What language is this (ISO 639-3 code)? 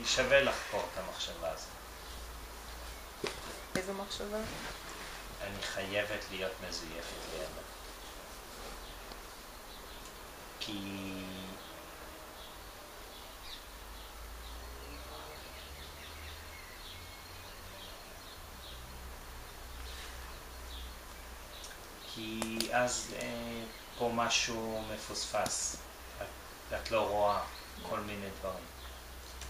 heb